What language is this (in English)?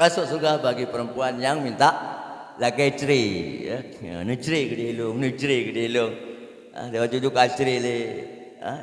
Achinese